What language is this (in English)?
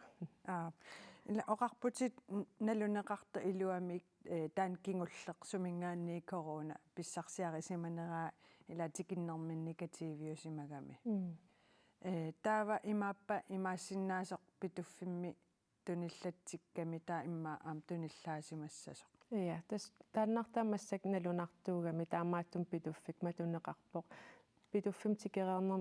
Kalaallisut